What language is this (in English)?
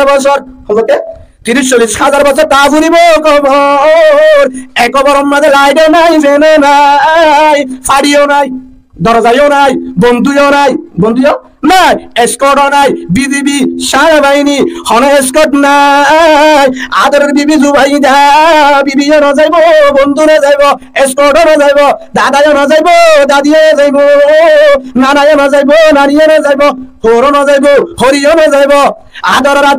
Rohingya